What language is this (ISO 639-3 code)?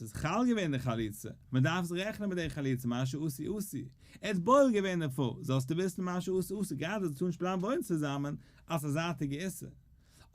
yid